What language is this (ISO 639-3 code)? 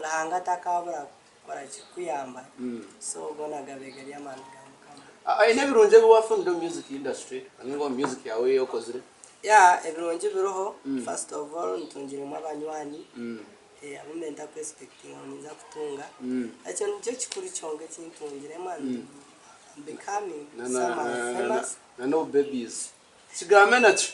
nyn